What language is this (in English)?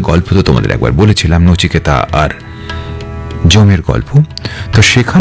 Bangla